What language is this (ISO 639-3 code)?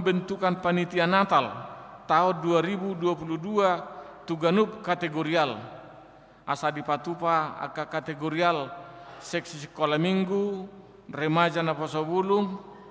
bbc